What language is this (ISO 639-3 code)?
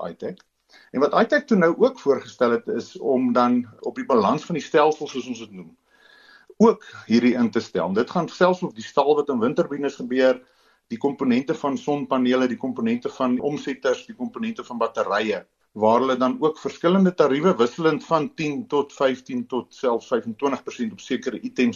afr